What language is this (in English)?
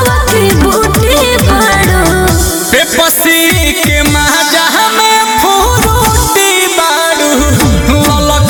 Bhojpuri